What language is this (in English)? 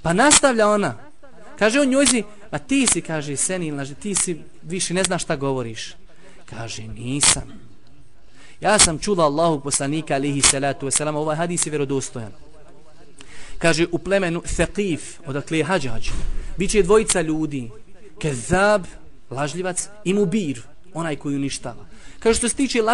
Bosnian